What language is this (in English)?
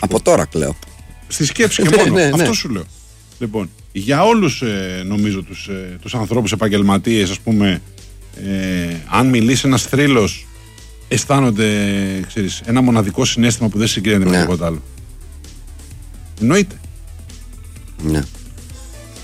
Greek